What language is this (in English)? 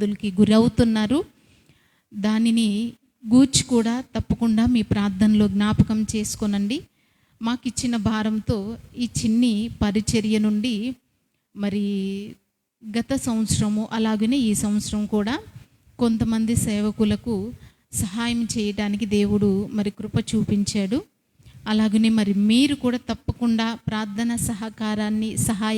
Koya